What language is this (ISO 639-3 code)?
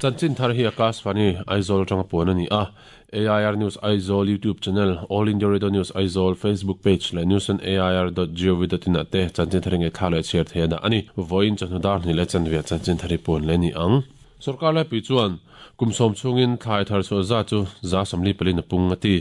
lus